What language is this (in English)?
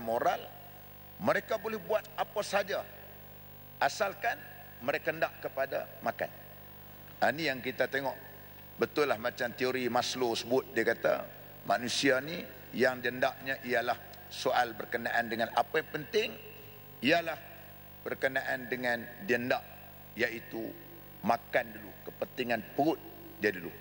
Malay